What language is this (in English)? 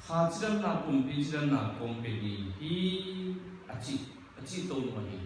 Tedim Chin